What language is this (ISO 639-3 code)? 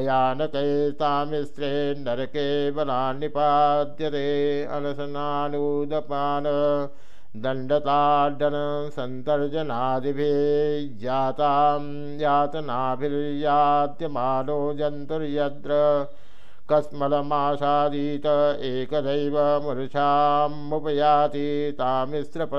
san